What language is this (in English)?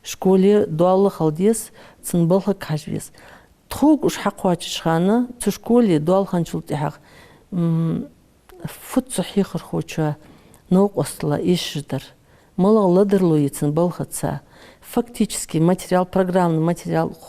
Ingush